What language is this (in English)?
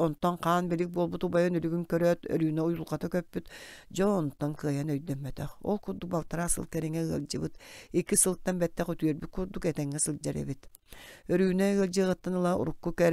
Yakut